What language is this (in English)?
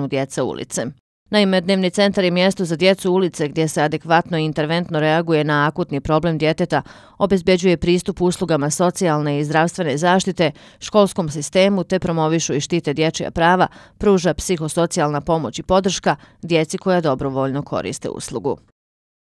Bosnian